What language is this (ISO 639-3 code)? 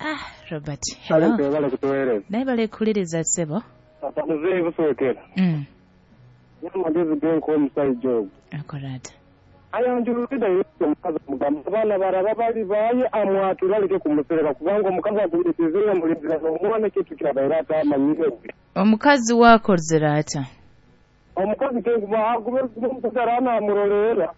nyo